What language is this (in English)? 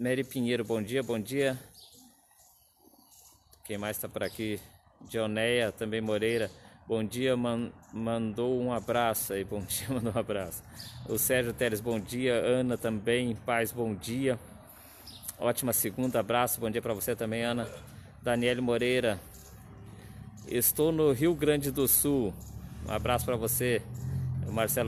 Portuguese